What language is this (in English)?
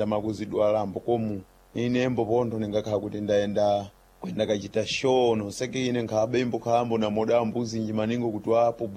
Sena